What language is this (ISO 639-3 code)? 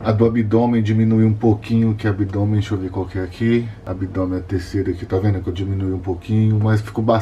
por